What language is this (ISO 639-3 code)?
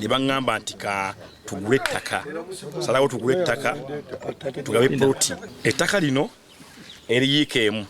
lug